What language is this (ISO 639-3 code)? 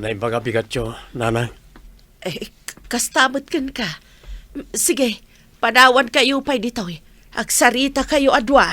ilo